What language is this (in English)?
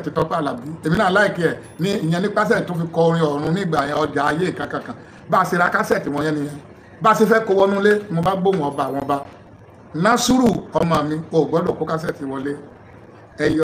Yoruba